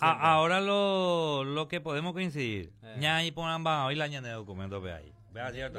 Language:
Guarani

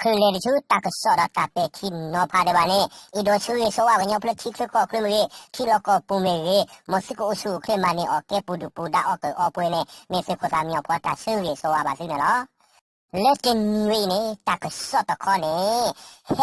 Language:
S'gaw Karen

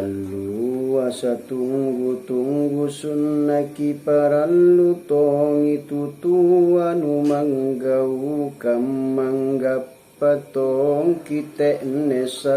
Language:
Makasar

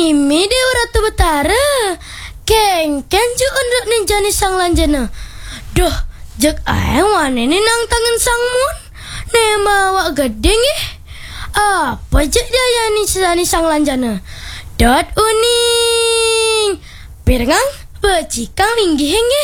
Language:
Balinese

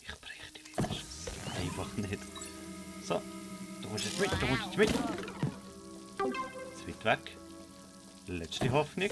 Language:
Swiss German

